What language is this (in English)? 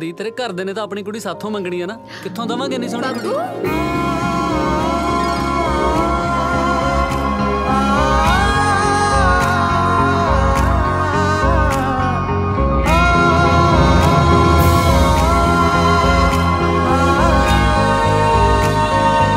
Punjabi